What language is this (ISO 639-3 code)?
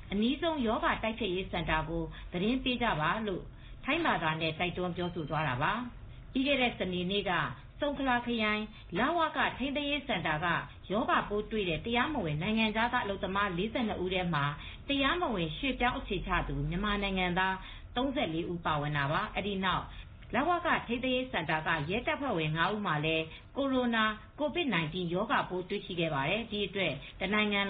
mya